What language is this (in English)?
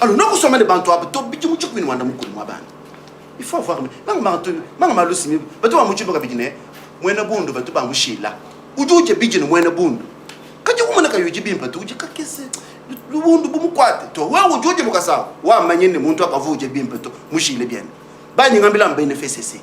Luba-Lulua